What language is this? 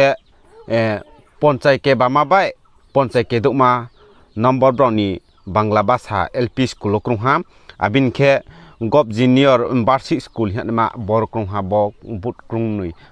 Riang (India)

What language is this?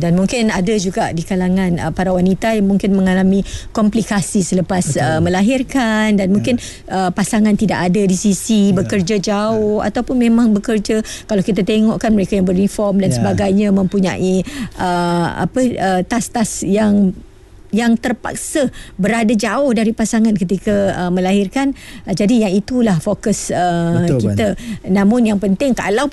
Malay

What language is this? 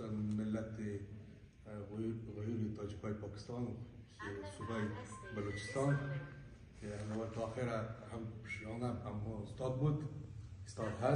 Persian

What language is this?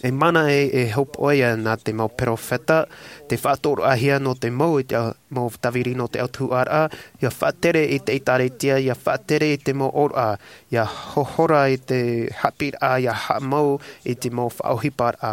Tahitian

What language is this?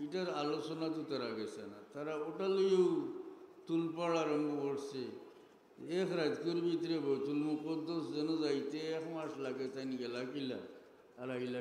Sylheti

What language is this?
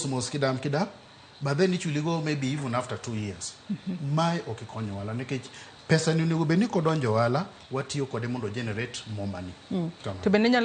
Luo (Kenya and Tanzania)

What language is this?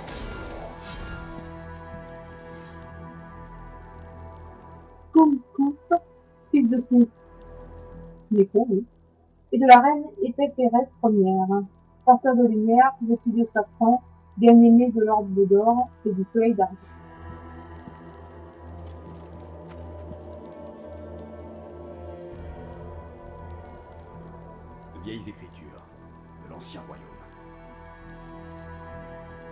French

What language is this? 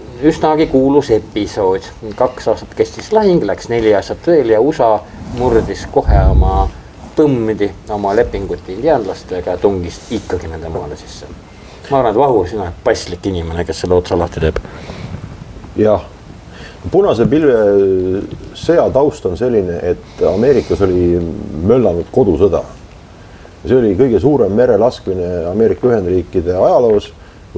Estonian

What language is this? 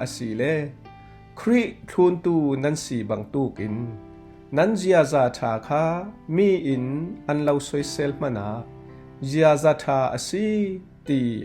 Falam Chin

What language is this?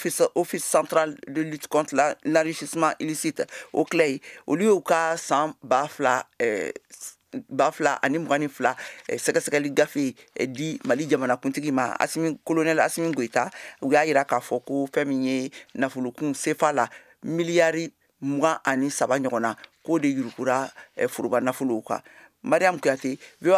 Bambara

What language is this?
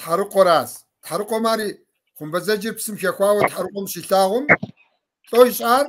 Kabardian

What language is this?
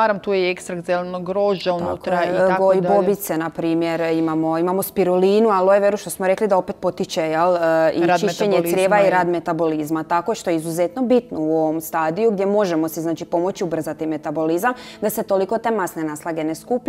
Croatian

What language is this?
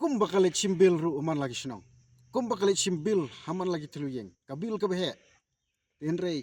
Khasi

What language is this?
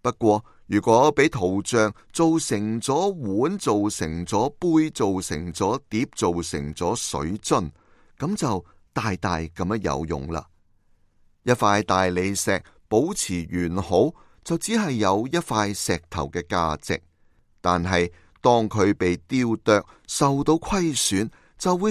Cantonese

